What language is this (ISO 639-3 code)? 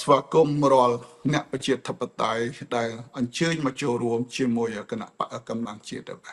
khm